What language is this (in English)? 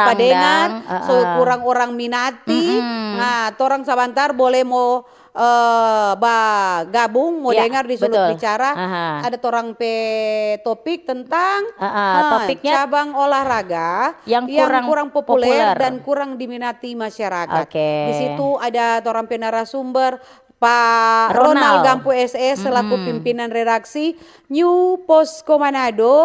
Manado Malay